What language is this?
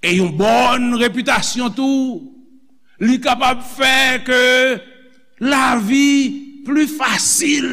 Haitian Creole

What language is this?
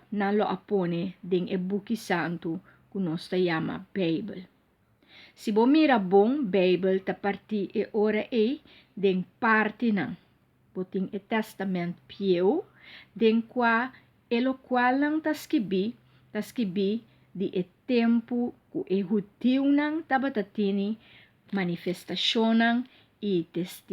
Papiamento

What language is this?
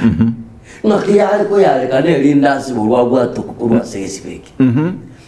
Gusii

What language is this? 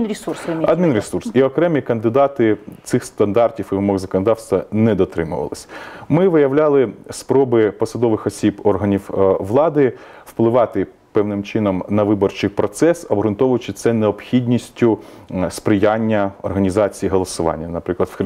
Ukrainian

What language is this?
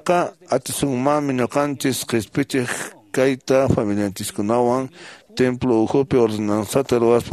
Quechua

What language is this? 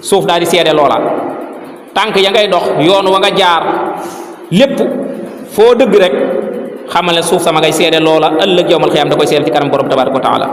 Wolof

